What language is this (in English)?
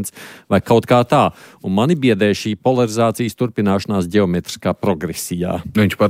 Latvian